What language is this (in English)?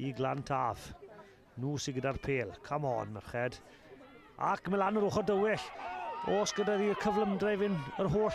Welsh